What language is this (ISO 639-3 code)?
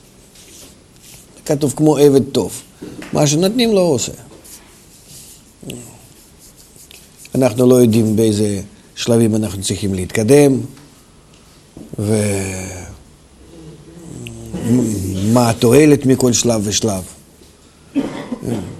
heb